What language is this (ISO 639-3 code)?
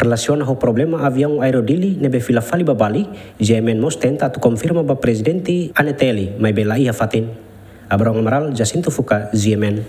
tet